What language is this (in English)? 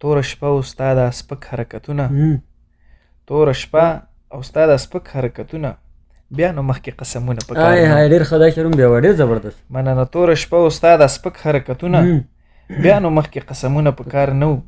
Pashto